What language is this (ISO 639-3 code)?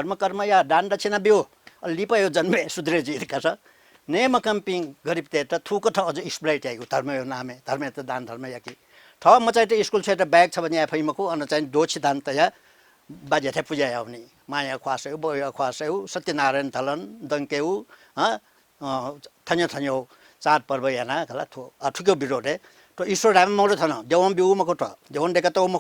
new